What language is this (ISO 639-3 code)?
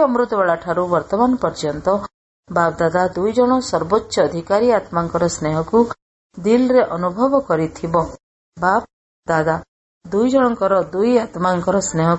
ori